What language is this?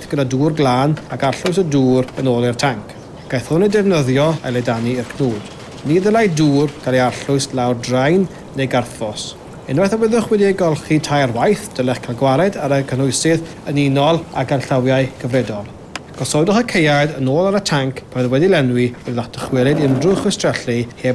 Welsh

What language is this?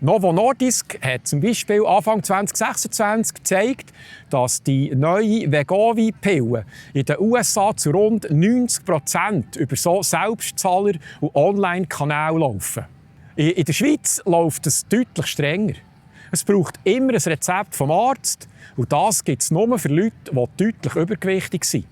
Swiss German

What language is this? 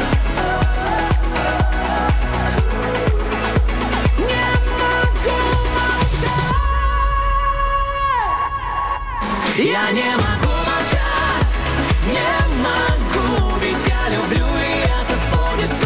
Russian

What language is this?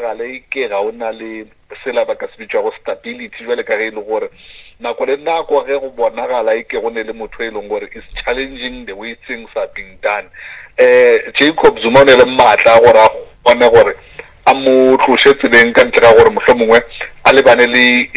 Northern Sotho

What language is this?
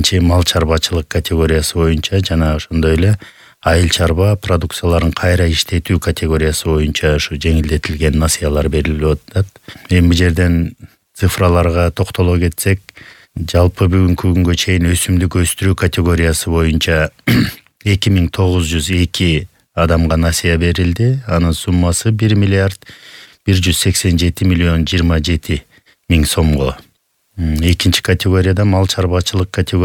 Kyrgyz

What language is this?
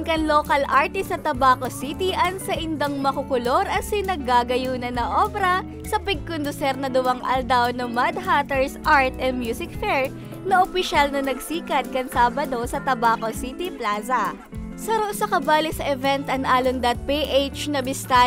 Bikol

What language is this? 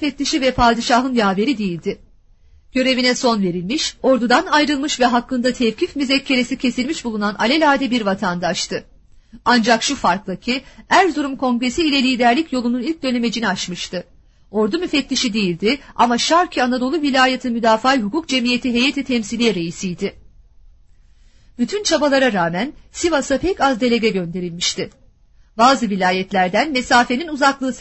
Turkish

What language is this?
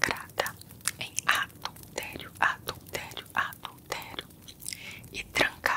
Portuguese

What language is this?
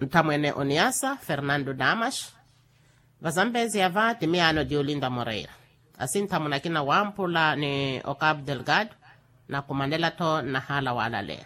Makhuwa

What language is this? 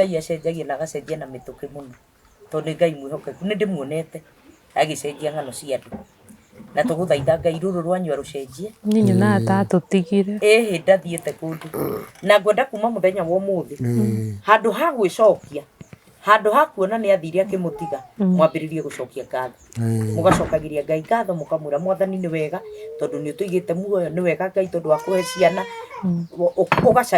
Kikuyu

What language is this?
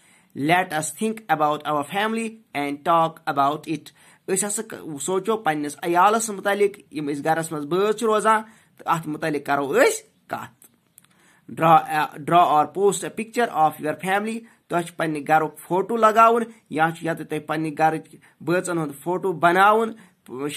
Kashmiri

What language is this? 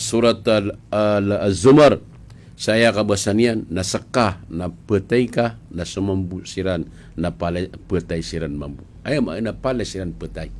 Maranao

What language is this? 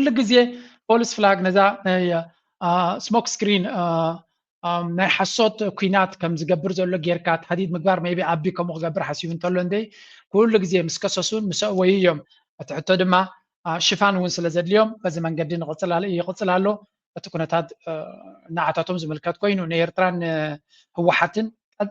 Tigrinya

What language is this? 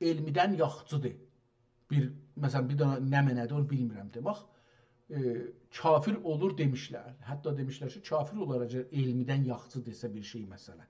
South Azerbaijani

